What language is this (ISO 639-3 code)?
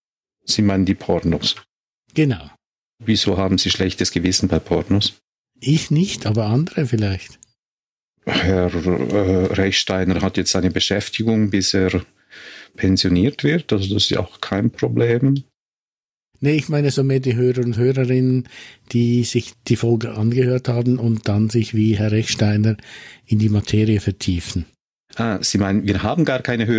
deu